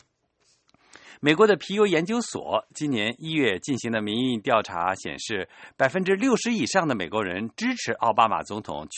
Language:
Chinese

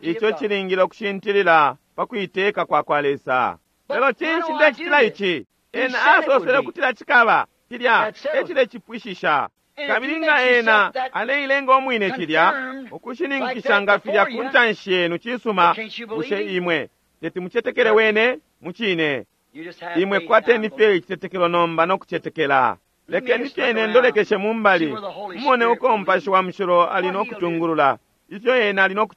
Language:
Bemba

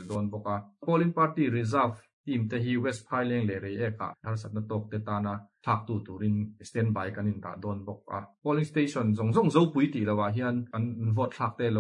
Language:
Mizo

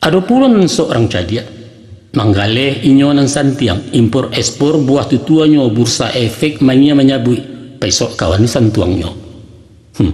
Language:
Minangkabau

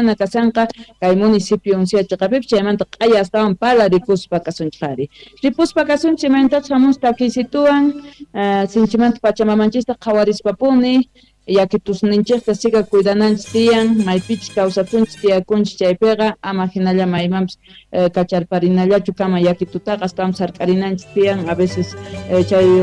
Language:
Quechua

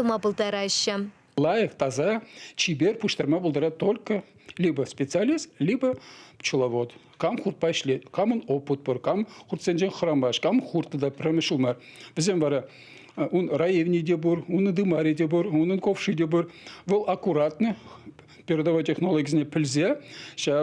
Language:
Chuvash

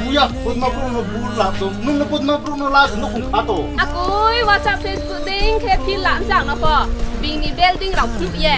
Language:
Riang (India)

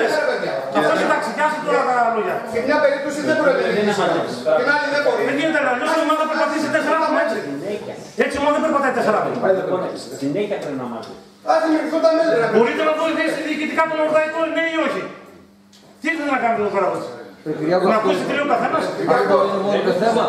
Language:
Greek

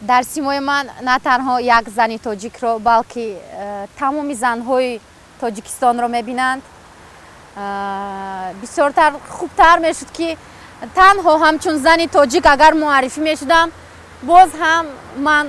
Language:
Tajik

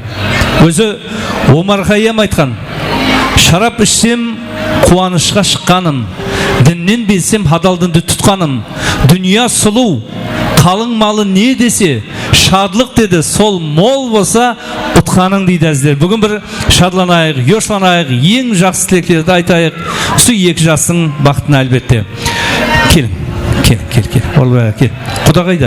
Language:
Kara-Kalpak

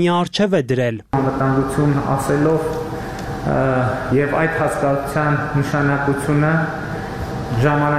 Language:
Armenian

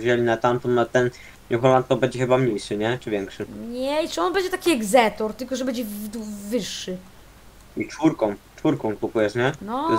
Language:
Polish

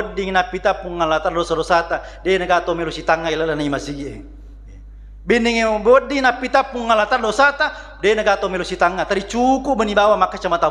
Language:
Buginese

